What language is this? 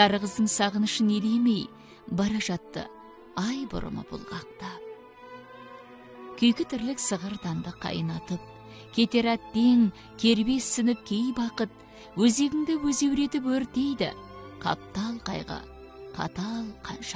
Kazakh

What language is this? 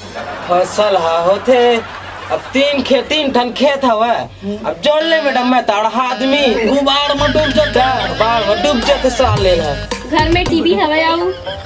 Chhattisgarhi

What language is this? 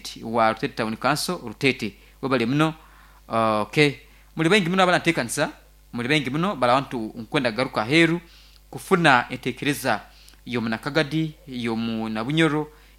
Nyankole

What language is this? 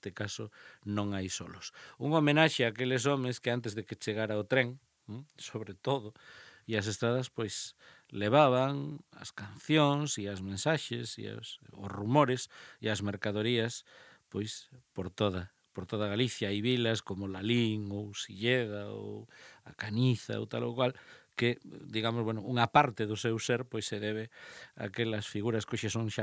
Galician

